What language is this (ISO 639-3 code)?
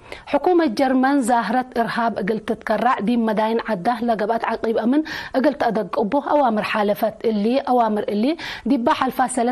tig